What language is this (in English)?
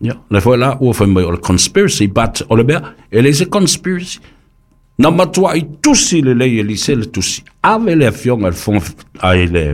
Samoan